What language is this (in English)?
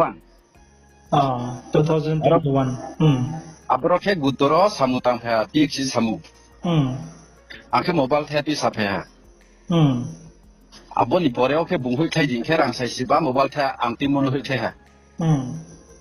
Riang (India)